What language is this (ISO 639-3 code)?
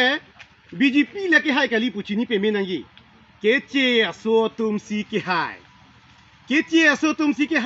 mjw